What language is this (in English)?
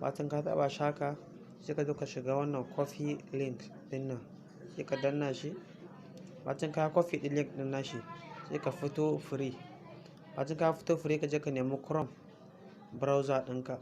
Hausa